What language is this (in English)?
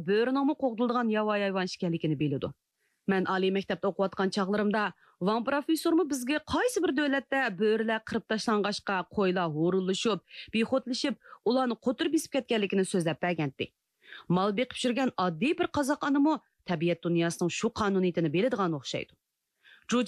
Uyghur